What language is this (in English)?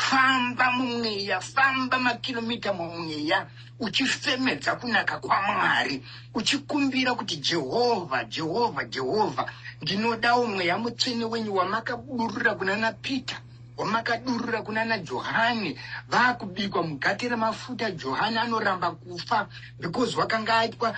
Shona